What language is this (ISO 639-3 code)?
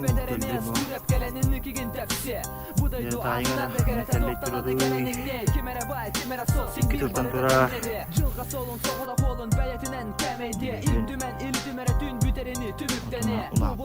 sah